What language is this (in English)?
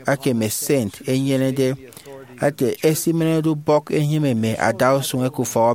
Efik